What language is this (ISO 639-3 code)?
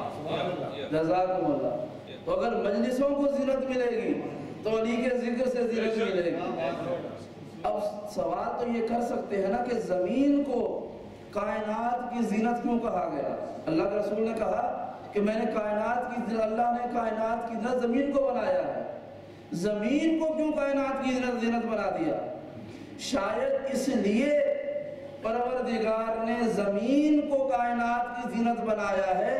urd